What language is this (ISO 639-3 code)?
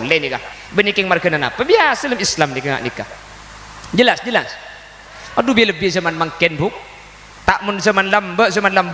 mad